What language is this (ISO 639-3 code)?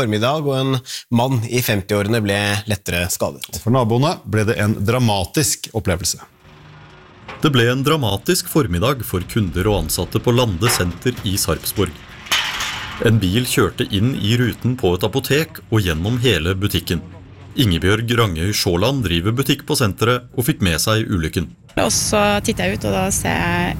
nor